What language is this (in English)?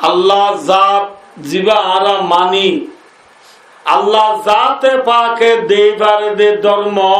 Rohingya